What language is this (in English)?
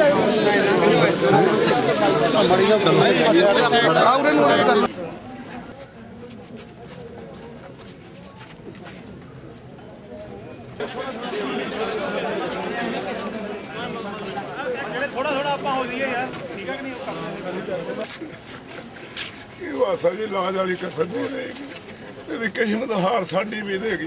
Punjabi